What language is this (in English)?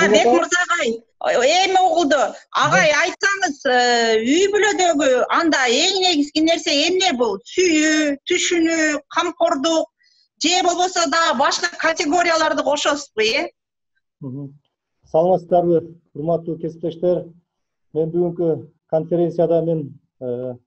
Kyrgyz